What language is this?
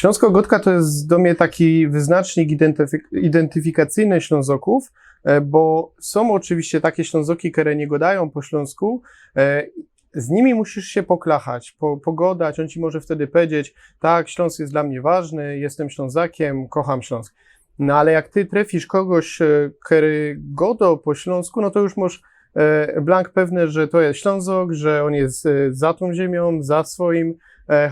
Silesian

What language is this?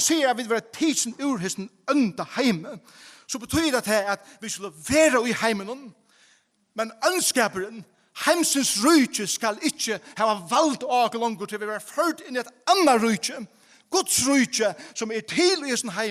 Faroese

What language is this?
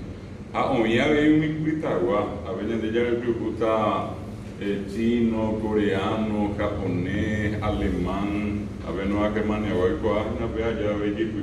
Guarani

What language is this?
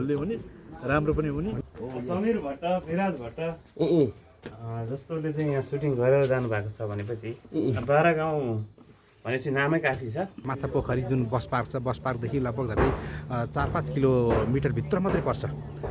Nepali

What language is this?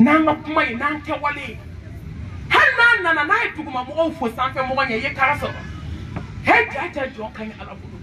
Bambara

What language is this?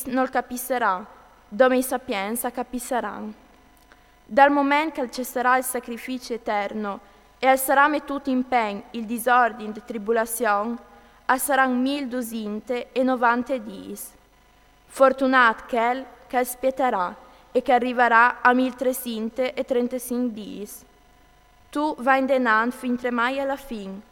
Friulian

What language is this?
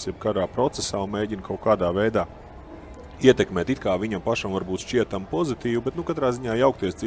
Latvian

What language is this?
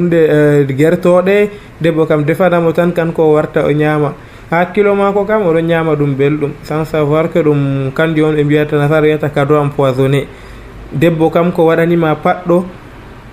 Nigerian Fulfulde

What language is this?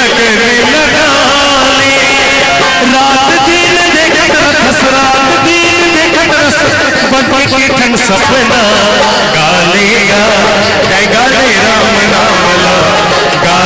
Chhattisgarhi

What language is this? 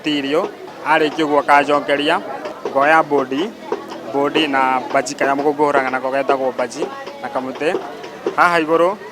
Kikuyu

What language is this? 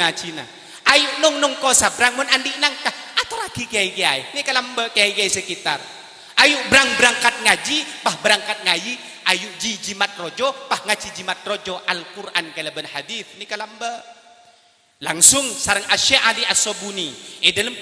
Madurese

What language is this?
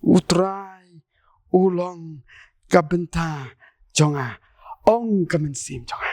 Khasi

